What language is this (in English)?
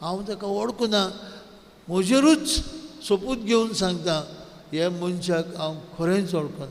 Konkani